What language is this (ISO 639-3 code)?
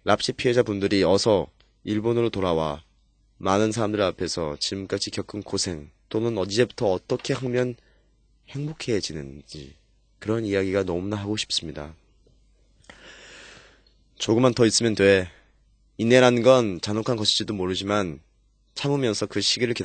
kor